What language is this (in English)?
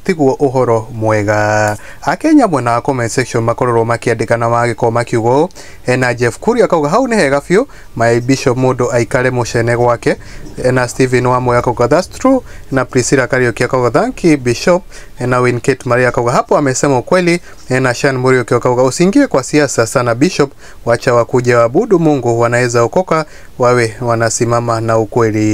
Kikuyu